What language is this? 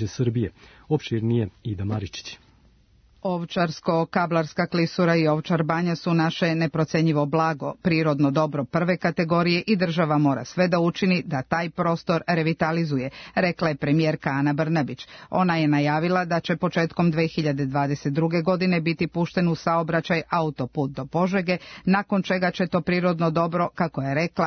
Serbian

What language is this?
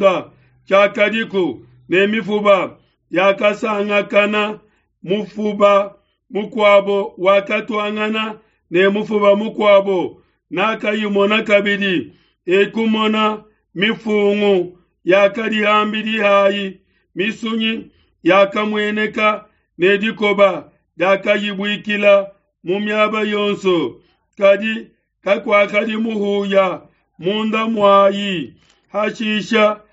Luba-Lulua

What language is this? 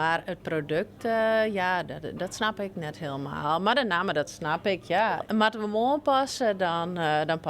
Western Frisian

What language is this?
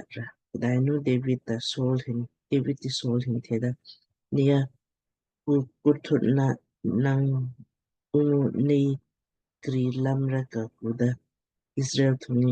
Lamkang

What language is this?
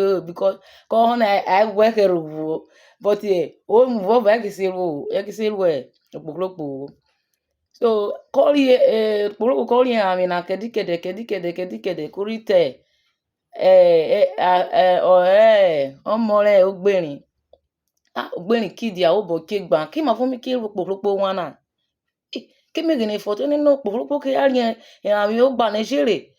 Urhobo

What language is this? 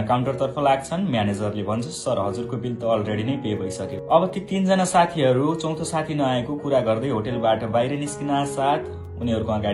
Nepali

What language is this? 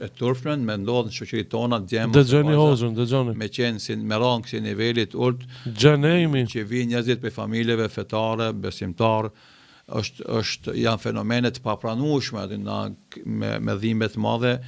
Albanian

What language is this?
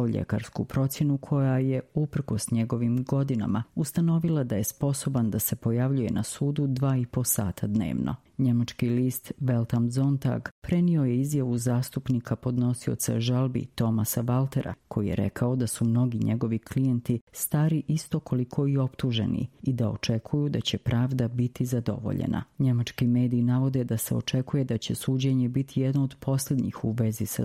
Croatian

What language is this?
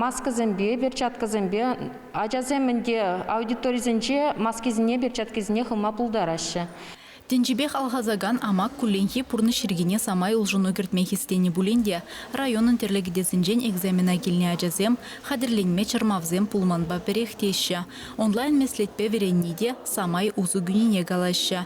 Chuvash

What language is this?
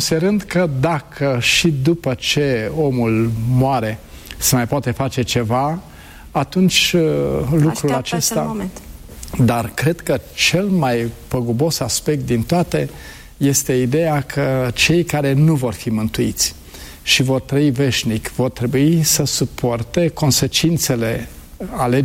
Romanian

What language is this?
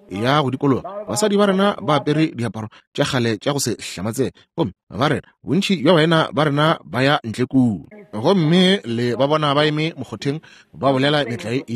Northern Sotho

